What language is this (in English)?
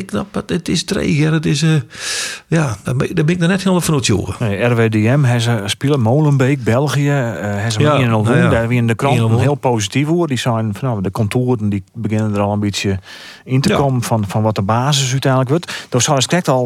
Western Frisian